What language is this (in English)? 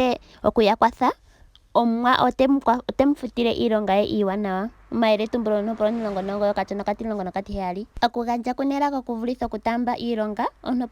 Ndonga